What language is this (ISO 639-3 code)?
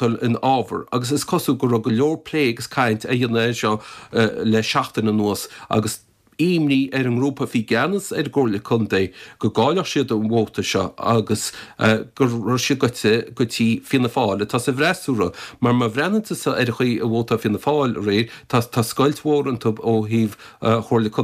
gle